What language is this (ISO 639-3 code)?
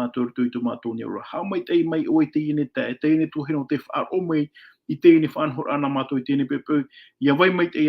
tah